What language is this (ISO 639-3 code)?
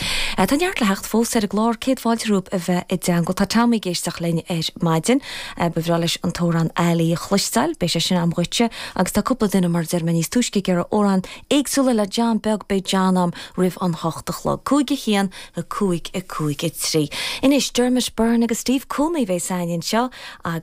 gle